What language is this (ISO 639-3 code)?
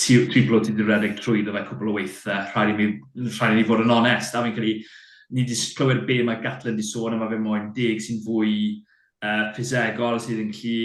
cym